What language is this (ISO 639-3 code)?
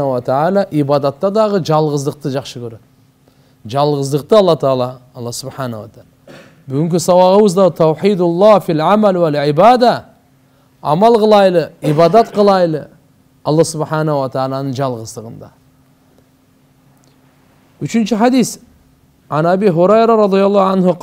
kir